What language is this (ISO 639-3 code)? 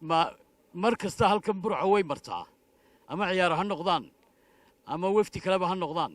som